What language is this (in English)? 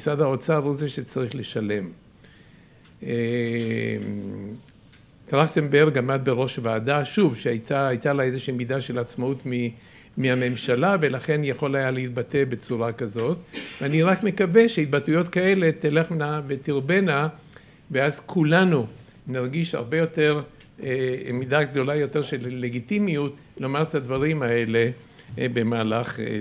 Hebrew